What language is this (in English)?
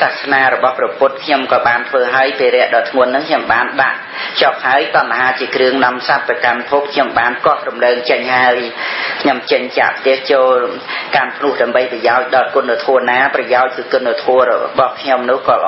Khmer